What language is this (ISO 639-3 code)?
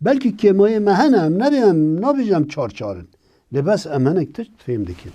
kur